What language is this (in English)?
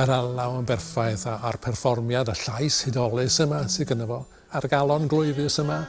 Welsh